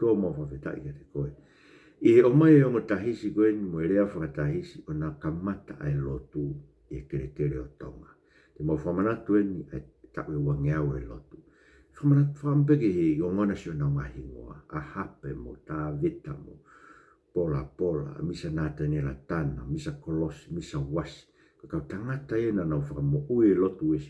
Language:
Tongan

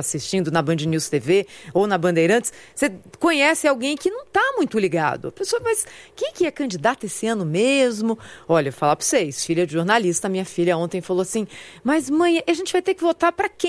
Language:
Portuguese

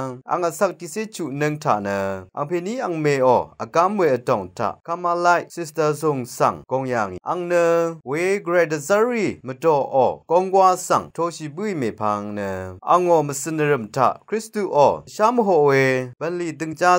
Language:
Rawang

